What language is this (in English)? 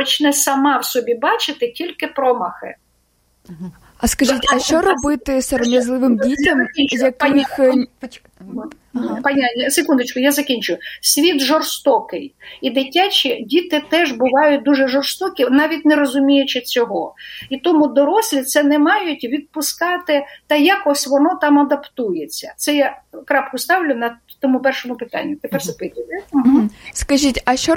Ukrainian